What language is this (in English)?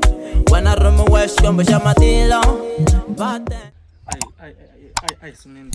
Tsonga